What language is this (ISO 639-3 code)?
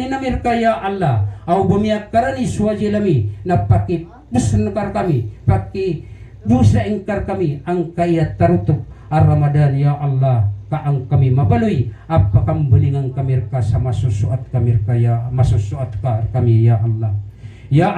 mrw